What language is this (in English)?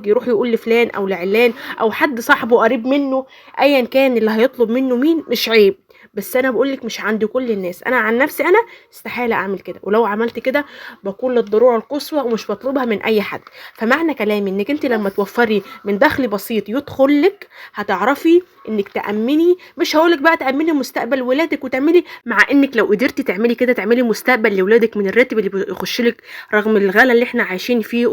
Egyptian Arabic